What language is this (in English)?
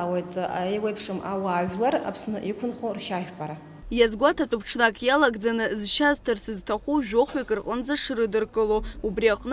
Abkhazian